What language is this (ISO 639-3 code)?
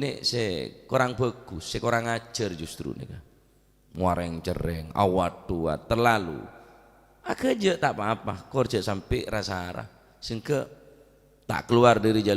mad